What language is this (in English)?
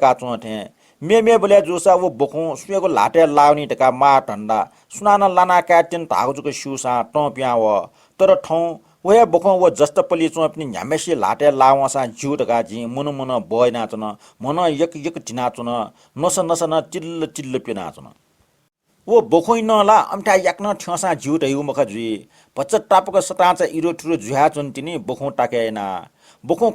Newari